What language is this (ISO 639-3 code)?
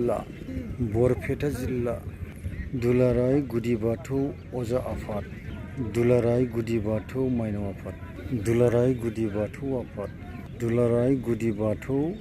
brx